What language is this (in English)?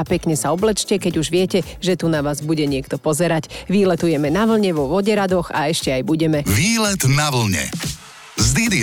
Slovak